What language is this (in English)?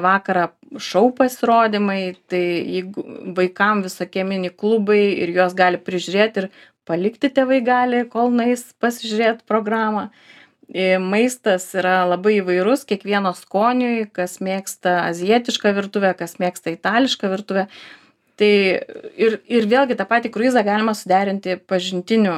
Lithuanian